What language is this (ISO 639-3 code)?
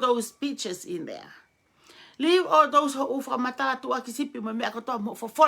ton